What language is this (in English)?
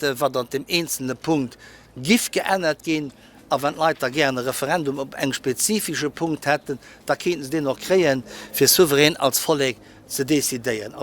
Luxembourgish